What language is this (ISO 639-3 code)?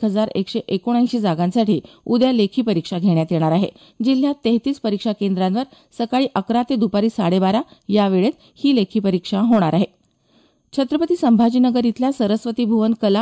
mar